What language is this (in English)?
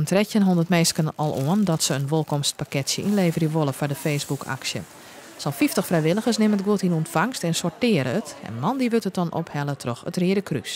Western Frisian